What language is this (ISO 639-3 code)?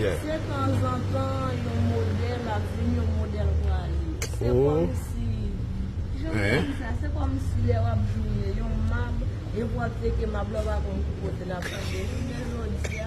hat